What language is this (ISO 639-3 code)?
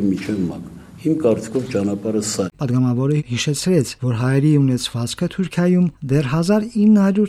hye